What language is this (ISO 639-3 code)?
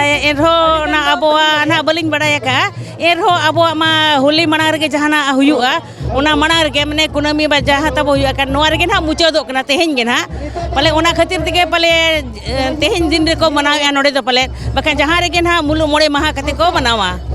sat